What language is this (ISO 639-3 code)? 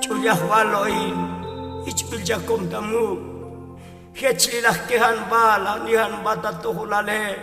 tzo